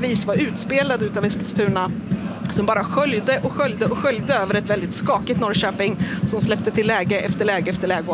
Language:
Swedish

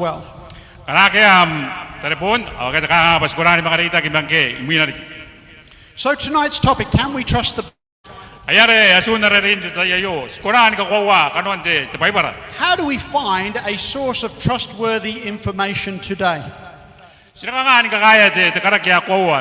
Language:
Gilbertese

